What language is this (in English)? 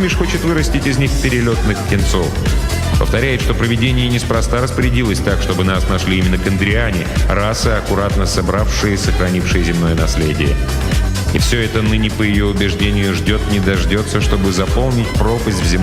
Russian